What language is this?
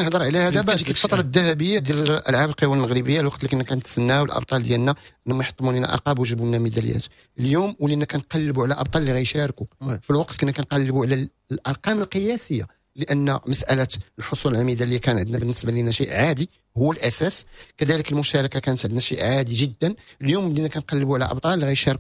Moroccan Arabic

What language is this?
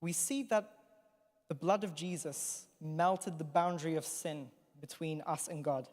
English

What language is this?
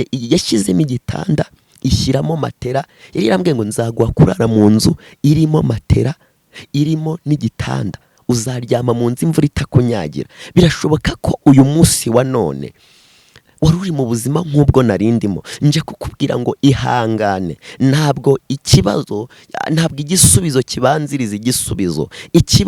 Kinyarwanda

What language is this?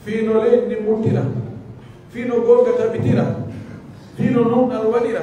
Pular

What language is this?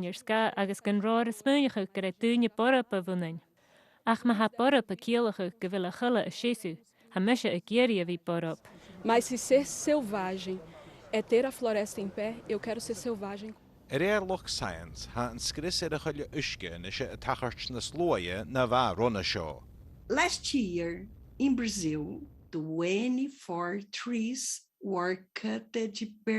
Scottish Gaelic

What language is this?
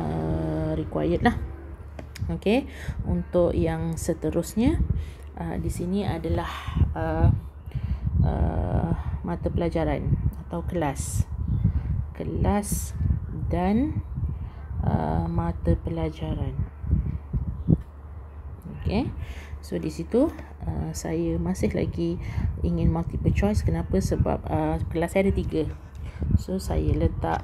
Malay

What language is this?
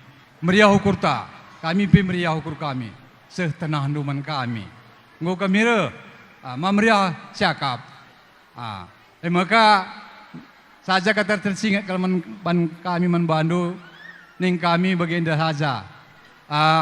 Batak Karo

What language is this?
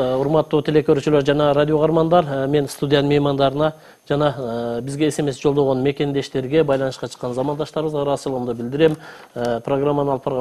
Kyrgyz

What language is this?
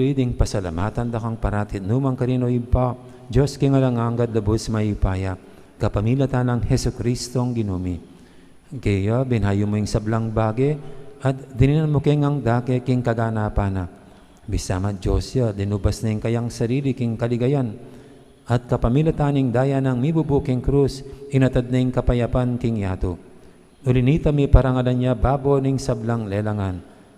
Pampanga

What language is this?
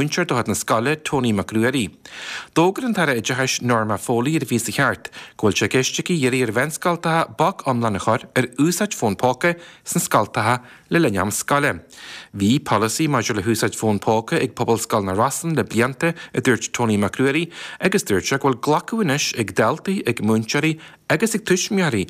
Irish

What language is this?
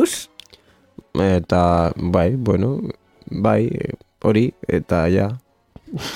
Basque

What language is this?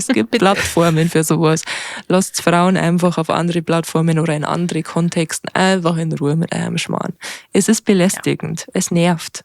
Bavarian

